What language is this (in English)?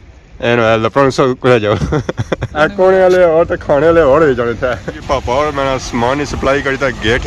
Pahari-Potwari